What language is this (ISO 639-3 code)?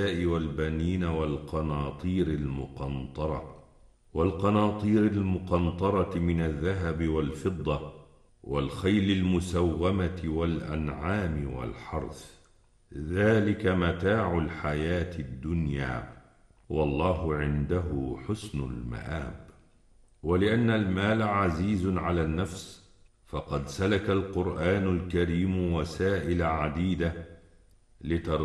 ara